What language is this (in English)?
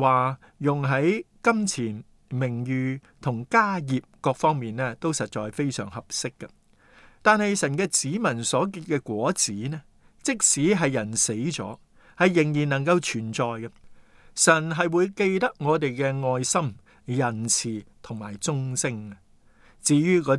Cantonese